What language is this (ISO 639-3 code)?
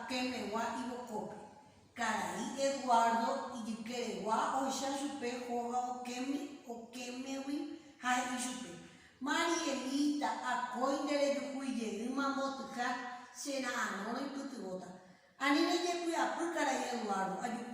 grn